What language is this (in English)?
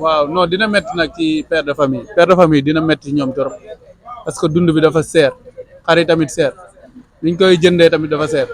Wolof